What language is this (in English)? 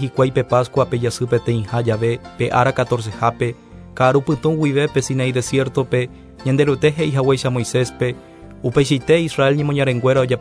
Guarani